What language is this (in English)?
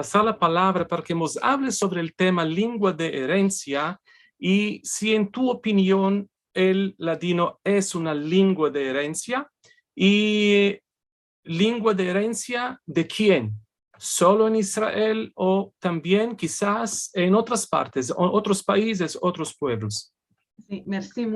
Ladino